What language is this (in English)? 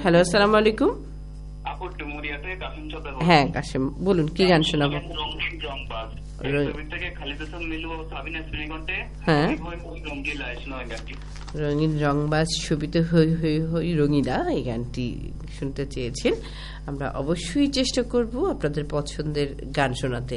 Bangla